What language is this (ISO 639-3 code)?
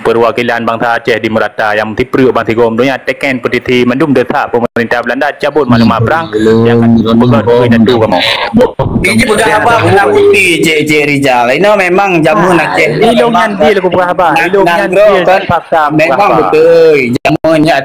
ace